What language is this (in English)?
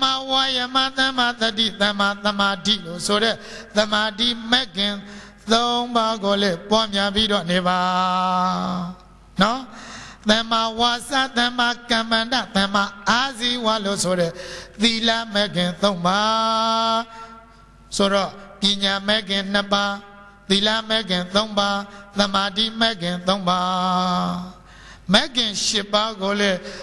Burmese